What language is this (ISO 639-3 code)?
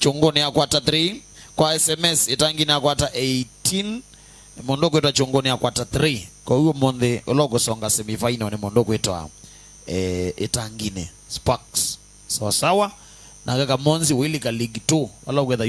kam